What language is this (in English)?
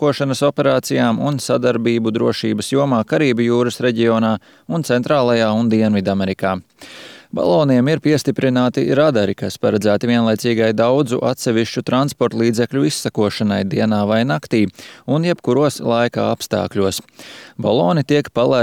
Latvian